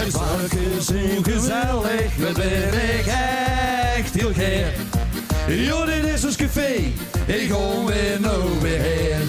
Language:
Limburgish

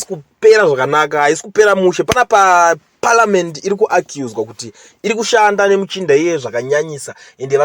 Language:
Shona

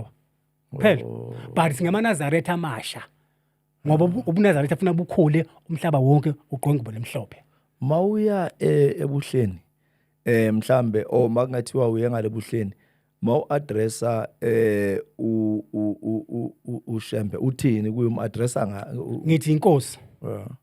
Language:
Zulu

